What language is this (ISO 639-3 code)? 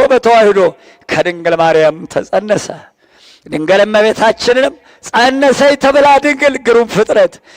amh